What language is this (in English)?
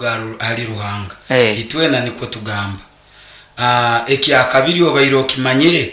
Nyoro